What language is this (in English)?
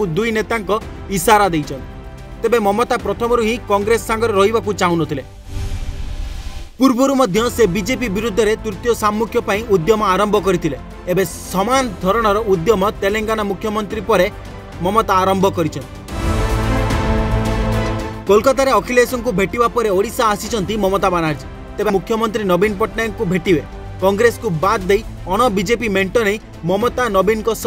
Odia